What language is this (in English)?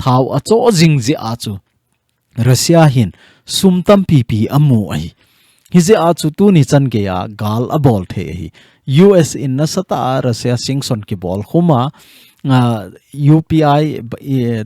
Thado Chin